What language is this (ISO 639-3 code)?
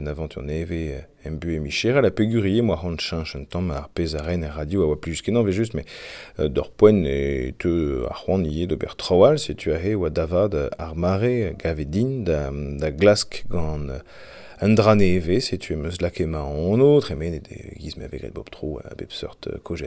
bre